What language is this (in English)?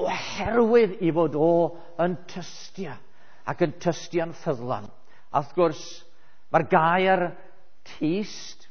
Welsh